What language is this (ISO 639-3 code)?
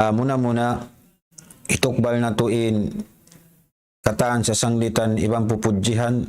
tsg